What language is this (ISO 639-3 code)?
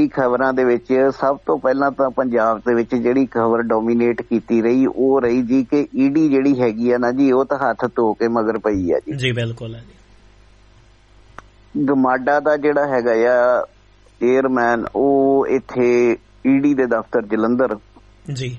pan